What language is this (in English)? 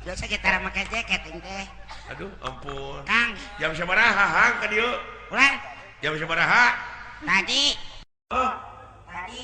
Sundanese